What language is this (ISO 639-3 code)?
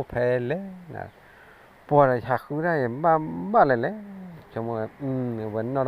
ksw